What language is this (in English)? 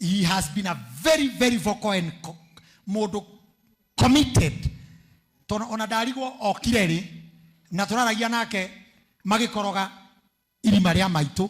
Kikuyu